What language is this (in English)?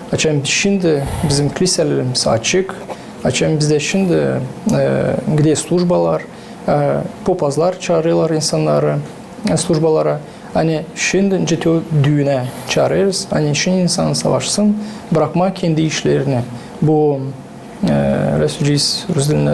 Gagauz